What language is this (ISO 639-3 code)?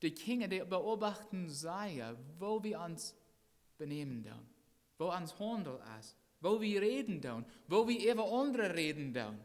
pdt